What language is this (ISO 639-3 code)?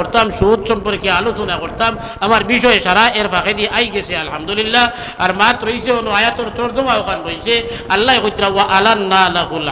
syl